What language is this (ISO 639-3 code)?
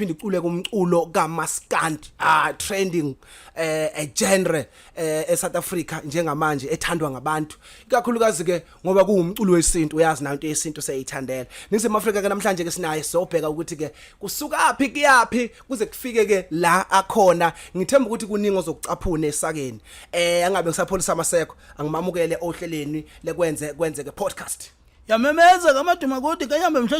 zul